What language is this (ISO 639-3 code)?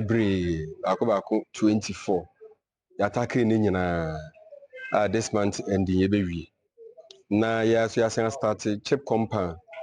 aka